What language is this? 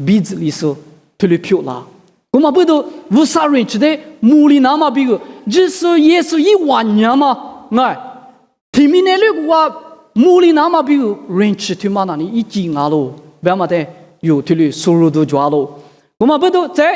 Lisu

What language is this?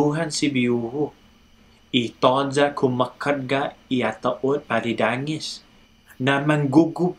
Chamorro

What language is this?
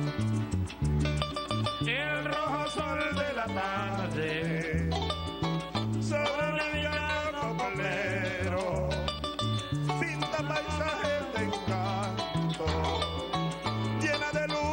Spanish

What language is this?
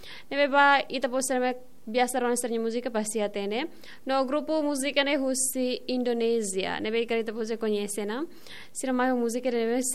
Tetum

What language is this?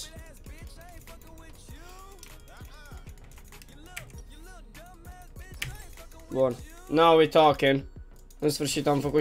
Romanian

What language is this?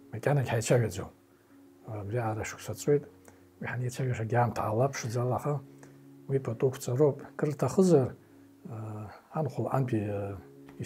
Abkhazian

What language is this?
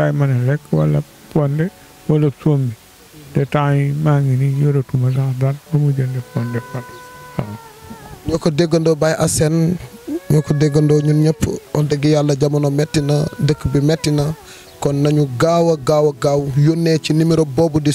Wolof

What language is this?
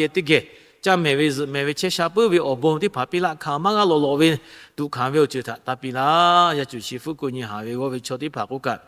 Lahu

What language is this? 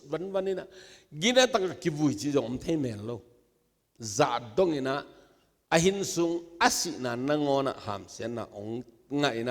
Tedim Chin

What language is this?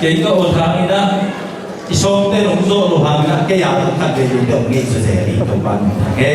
Tedim Chin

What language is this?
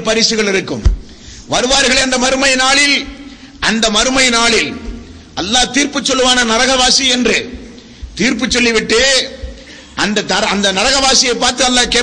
Tamil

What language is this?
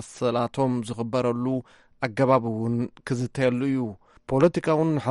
Tigrinya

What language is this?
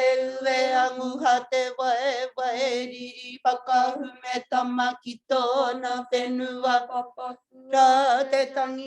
Māori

